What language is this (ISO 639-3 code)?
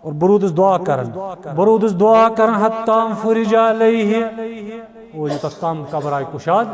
kas